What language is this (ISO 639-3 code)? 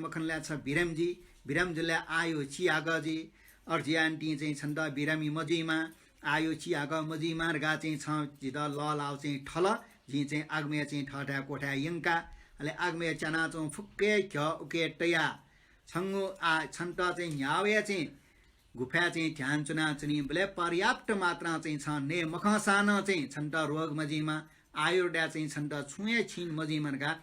new